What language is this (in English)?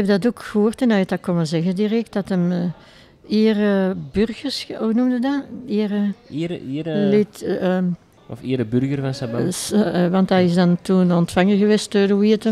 Dutch